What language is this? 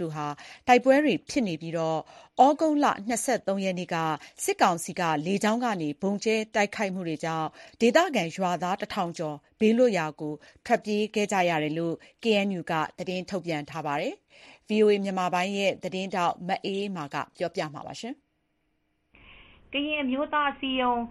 Burmese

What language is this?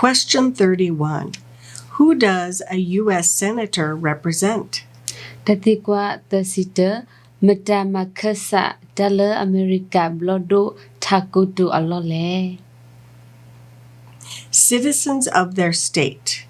S'gaw Karen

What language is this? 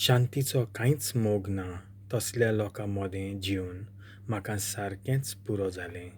Konkani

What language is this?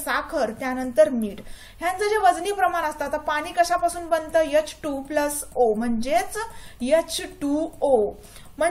Marathi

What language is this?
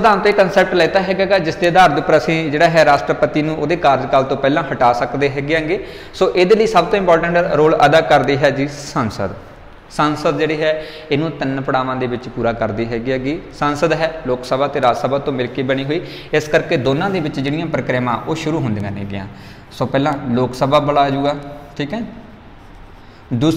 Punjabi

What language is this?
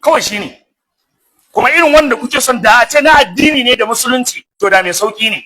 Hausa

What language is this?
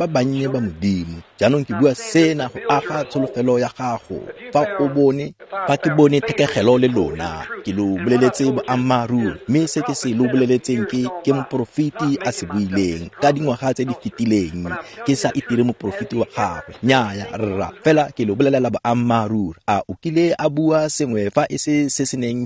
Tswana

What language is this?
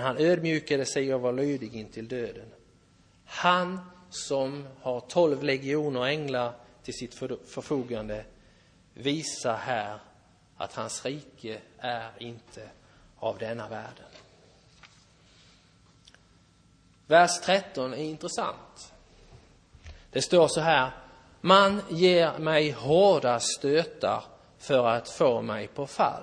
Swedish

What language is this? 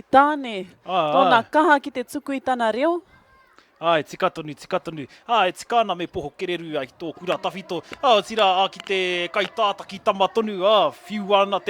Māori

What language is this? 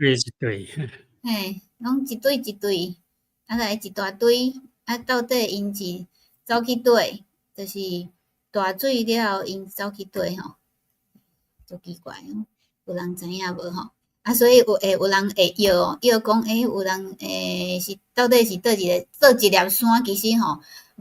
Min Nan Chinese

